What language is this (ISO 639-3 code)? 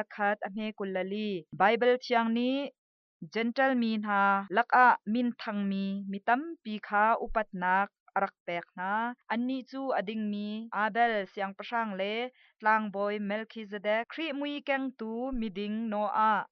cnh